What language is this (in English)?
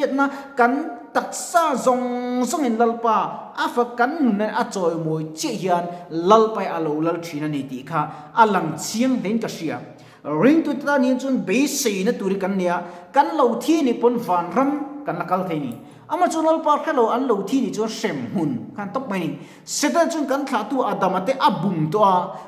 Mizo